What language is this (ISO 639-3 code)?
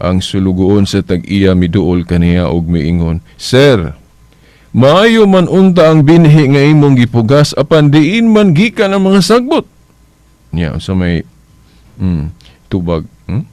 ceb